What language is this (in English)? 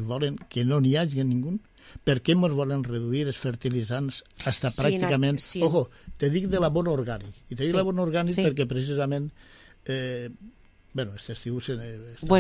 Catalan